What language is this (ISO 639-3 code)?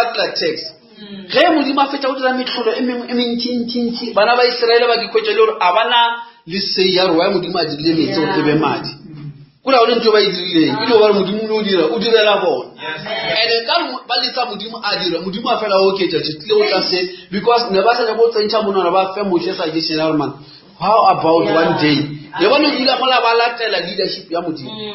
nso